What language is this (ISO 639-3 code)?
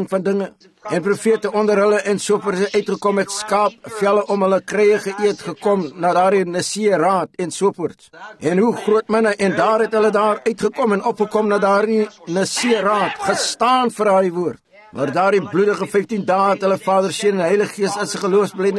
afr